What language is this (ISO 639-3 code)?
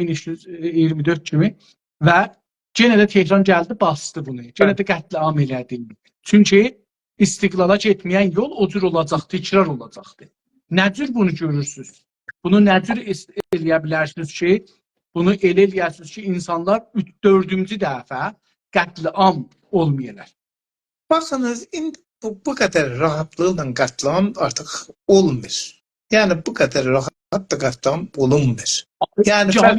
azb